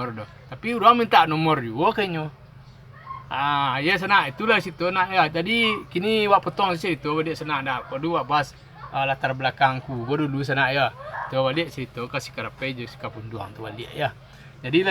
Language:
Minangkabau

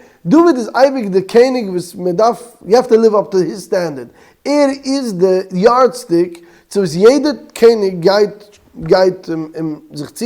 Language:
Yiddish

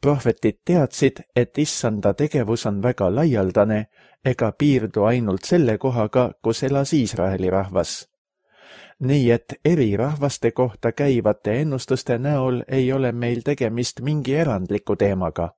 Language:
Estonian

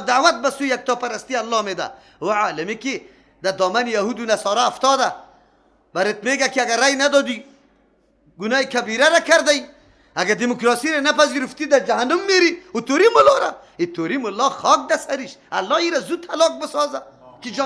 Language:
Persian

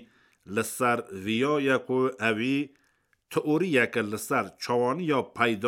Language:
Kurdish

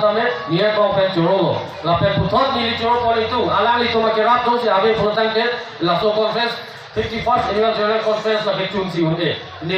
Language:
Karbi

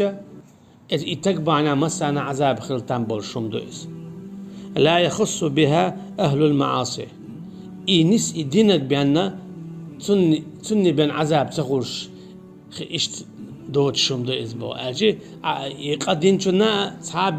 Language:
Chechen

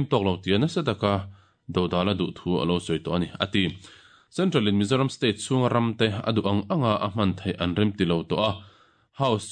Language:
Mizo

